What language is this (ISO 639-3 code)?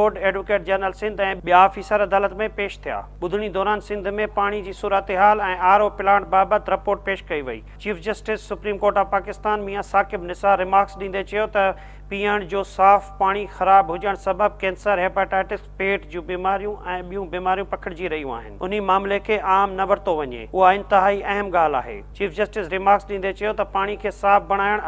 snd